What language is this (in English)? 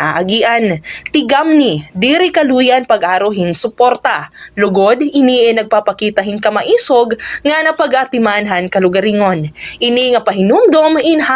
Waray